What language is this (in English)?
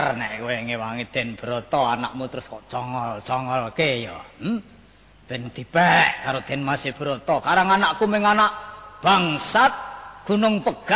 Javanese